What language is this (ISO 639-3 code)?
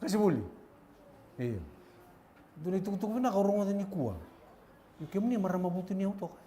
fij